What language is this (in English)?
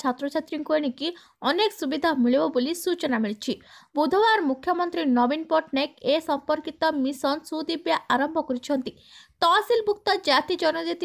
Odia